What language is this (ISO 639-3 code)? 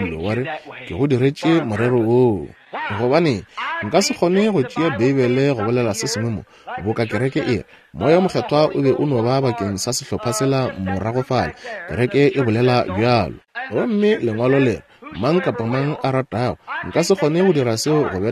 nso